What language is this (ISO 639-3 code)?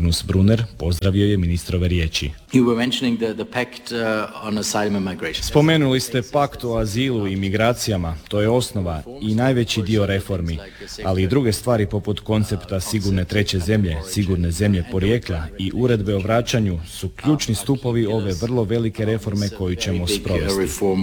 hrv